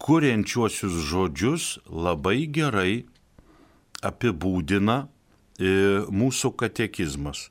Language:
Lithuanian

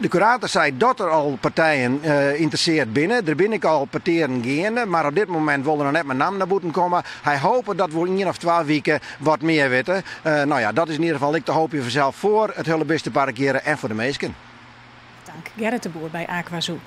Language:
Western Frisian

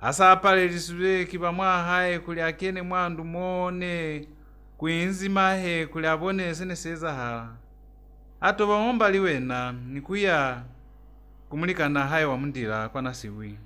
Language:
Lozi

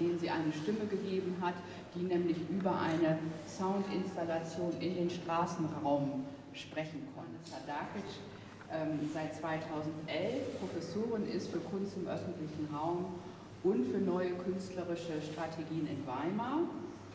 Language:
German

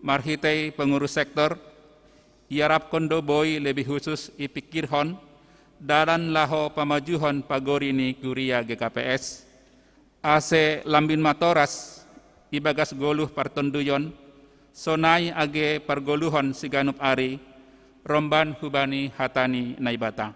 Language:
Batak Simalungun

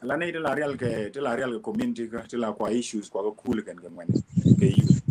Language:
Nuer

